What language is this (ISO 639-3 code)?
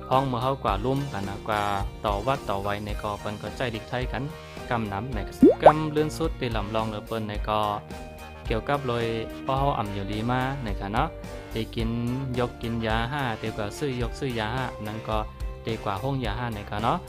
shn